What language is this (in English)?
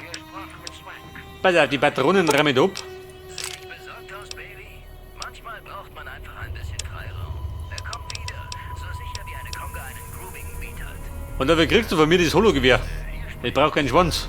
Bavarian